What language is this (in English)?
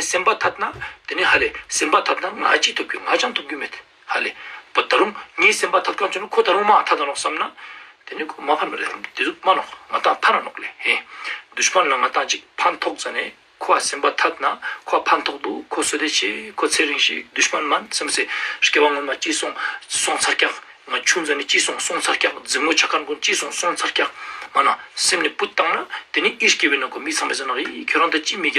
Ladakhi